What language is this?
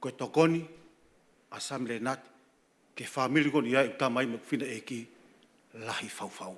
Tongan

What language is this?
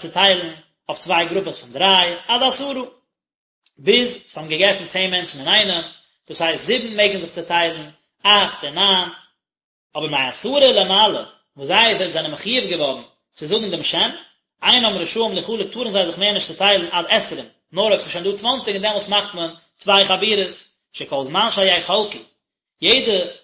Yiddish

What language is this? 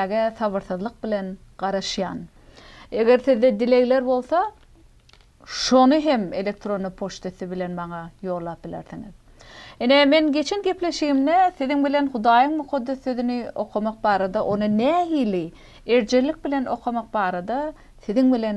Turkmen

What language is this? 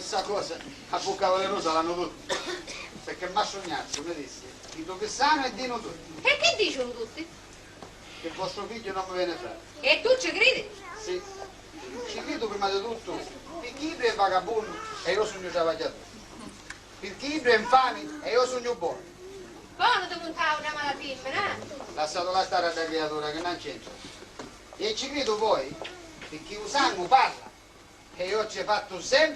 Sicilian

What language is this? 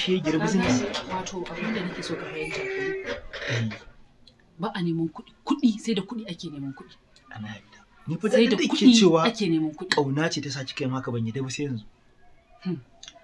Hausa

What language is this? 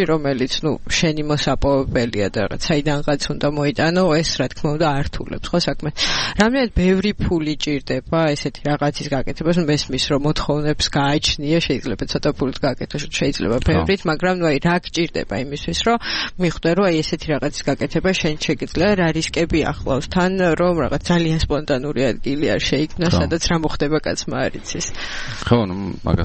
Georgian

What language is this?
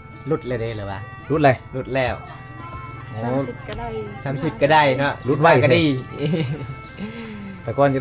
Lao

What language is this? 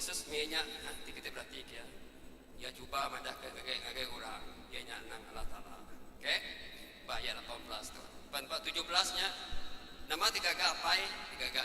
Iban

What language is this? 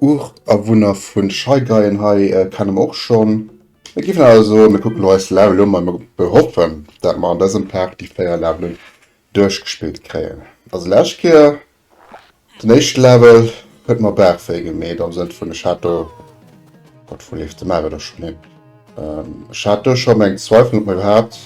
Luxembourgish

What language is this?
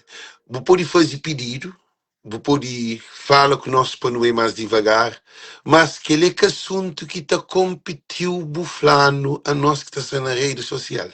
Kabuverdianu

